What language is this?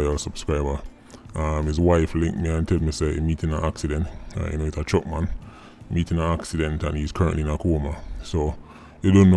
Jamaican Creole English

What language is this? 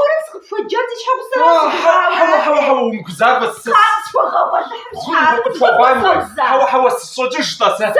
Kabardian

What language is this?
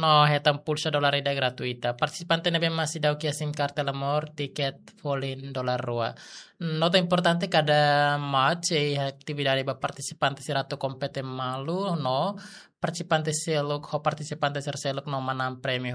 Tetum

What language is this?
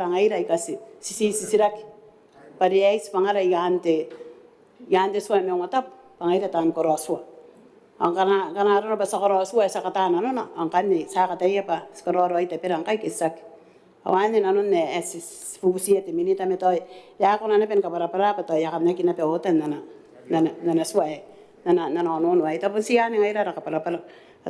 Gilbertese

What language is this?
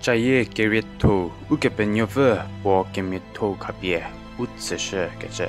Angami Naga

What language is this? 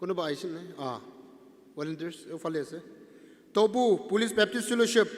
Naga Pidgin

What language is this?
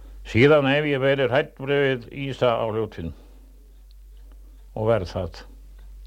Icelandic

